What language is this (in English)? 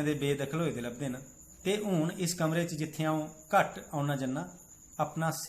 Dogri